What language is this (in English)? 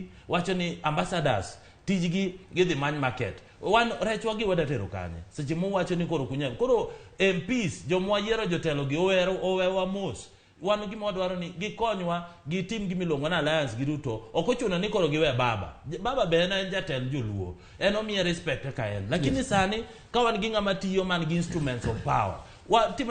Luo (Kenya and Tanzania)